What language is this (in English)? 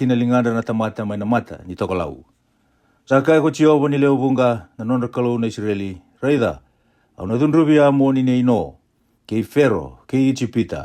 Fijian